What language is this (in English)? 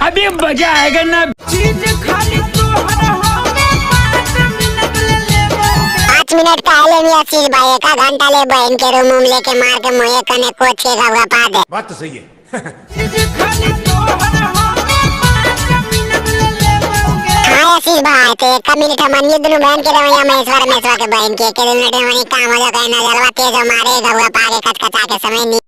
Magahi